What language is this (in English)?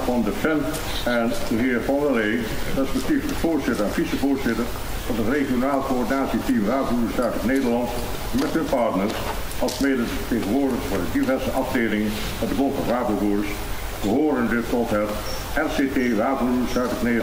Dutch